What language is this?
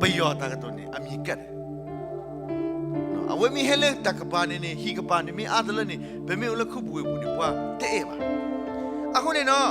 S'gaw Karen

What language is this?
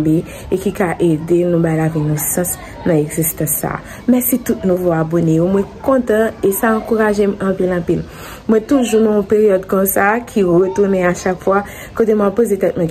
Haitian Creole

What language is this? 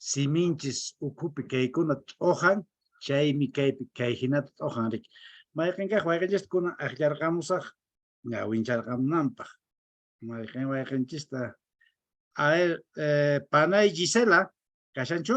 Quechua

